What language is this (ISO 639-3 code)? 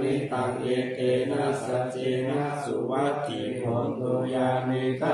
pli